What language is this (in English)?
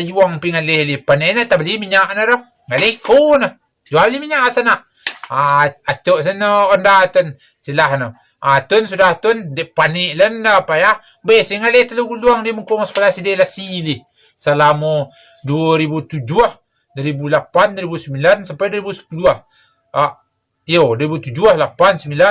Minangkabau